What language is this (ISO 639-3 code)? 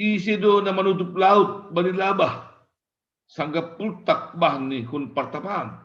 bts